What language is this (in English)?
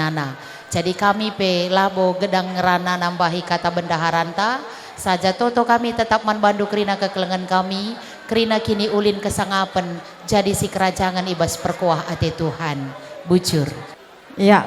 Batak Karo